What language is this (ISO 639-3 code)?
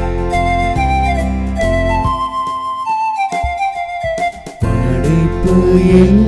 tam